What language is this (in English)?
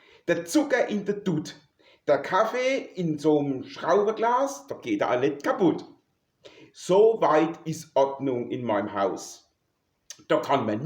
Palatine German